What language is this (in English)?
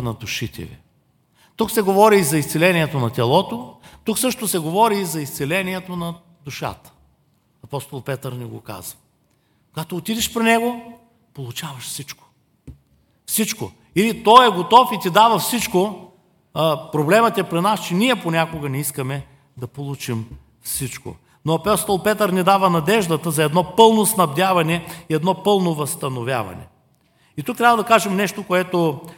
Bulgarian